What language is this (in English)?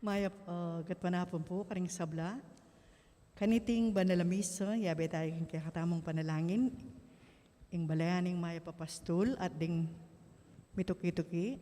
Pampanga